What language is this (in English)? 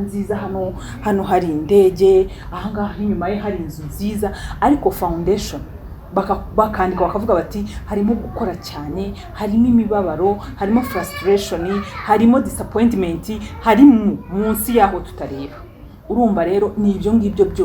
Kinyarwanda